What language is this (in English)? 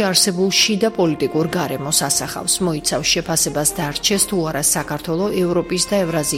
Georgian